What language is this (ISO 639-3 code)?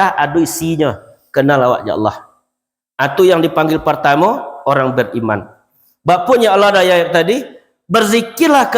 min